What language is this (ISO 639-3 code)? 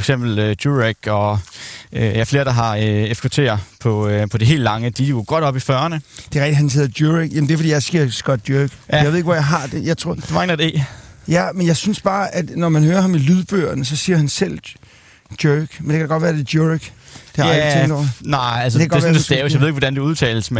dan